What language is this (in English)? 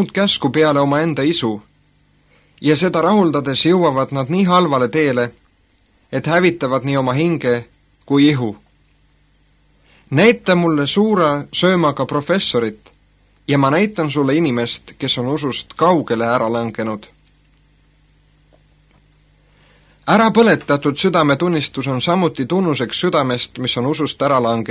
Estonian